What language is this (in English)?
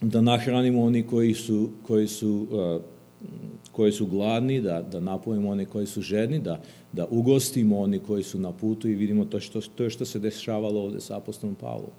Serbian